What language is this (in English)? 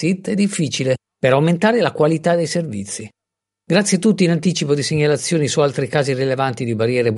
Italian